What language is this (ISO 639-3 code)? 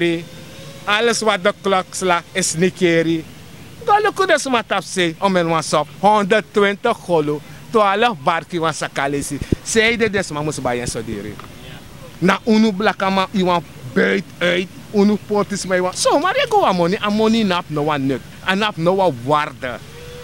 srn